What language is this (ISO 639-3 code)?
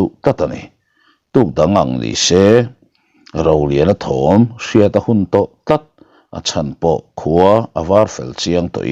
lus